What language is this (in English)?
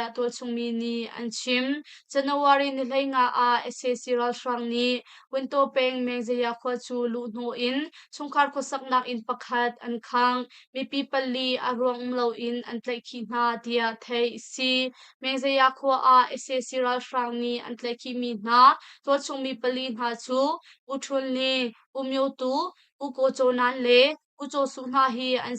Hakha Chin